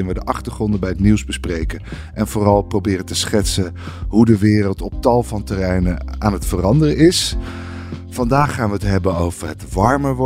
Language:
Dutch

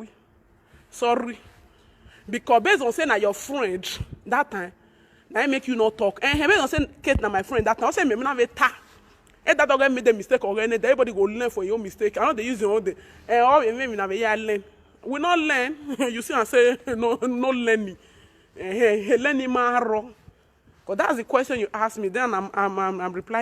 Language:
Nigerian Pidgin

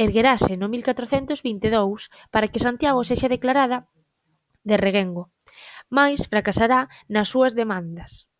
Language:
Galician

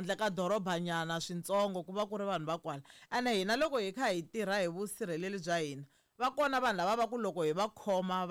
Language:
Tsonga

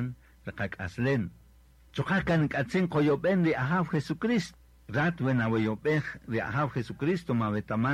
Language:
Kaqchikel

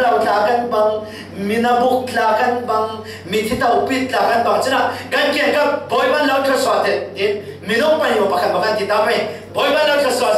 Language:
Falam Chin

